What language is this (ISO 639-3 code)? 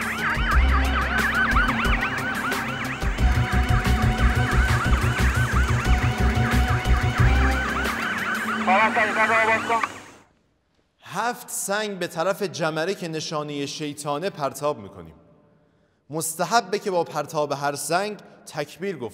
fas